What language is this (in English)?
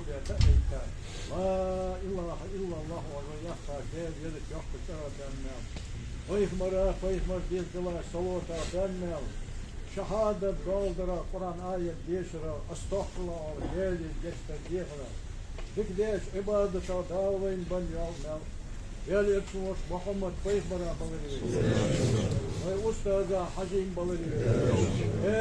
Ingush